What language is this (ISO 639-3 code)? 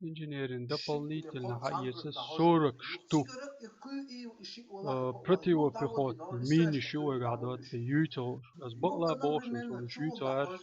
che